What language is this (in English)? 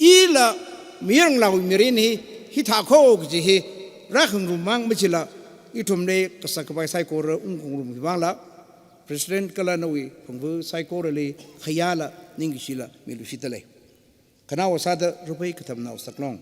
Tangkhul Naga (India)